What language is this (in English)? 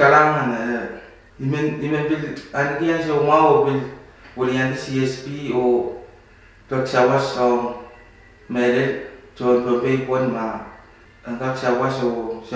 Pohnpeian